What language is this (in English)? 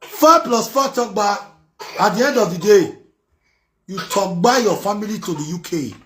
Nigerian Pidgin